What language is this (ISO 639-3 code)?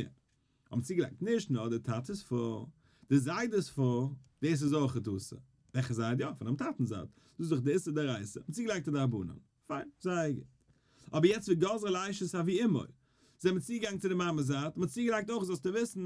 yid